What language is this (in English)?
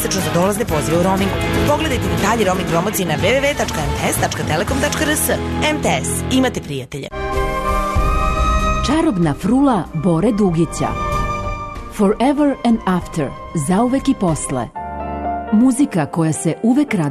Serbian